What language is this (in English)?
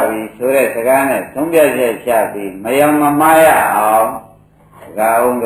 Burmese